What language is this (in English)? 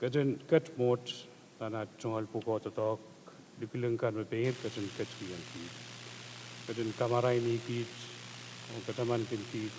Pohnpeian